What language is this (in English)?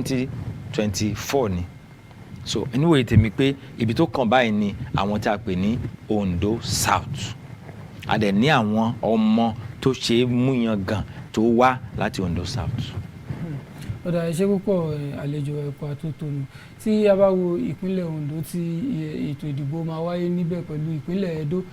Yoruba